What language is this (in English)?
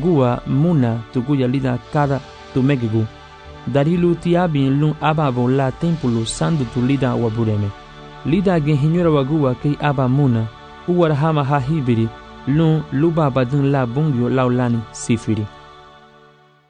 Garifuna